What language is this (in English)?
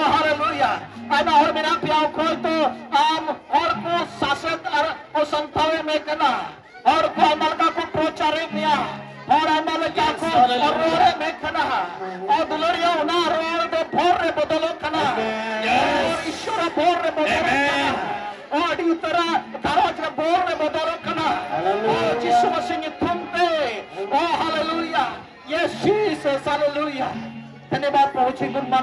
Santali